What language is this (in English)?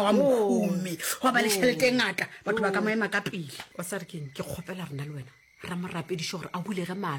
Northern Sotho